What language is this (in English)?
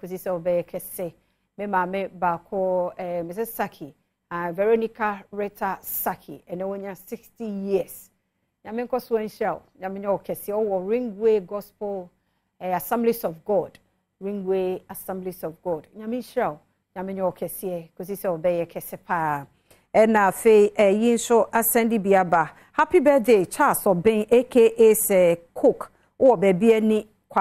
Akan